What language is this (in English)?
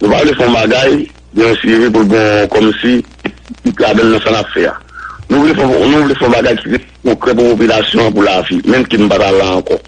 Haitian Creole